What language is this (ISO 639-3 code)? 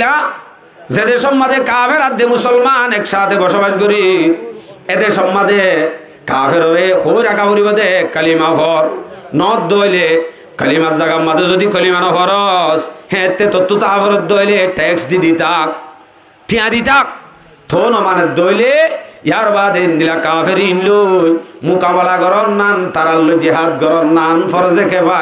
rhg